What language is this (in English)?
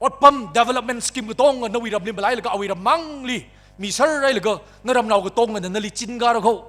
Tangkhul Naga (India)